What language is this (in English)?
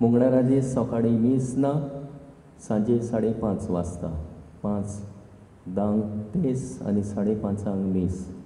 Konkani